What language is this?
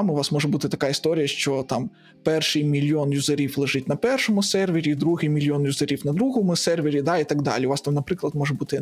Ukrainian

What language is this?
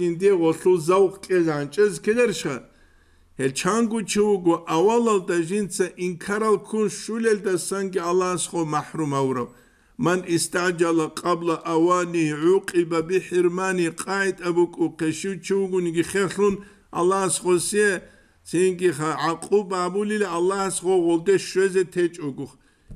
Avaric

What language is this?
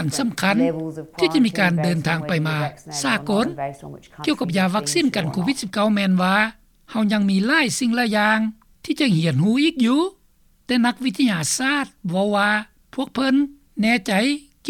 Lao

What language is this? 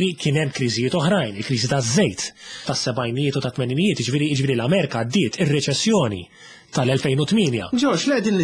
Maltese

